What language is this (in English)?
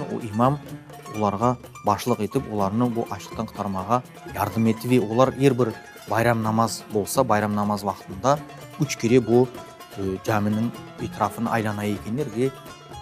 Crimean Tatar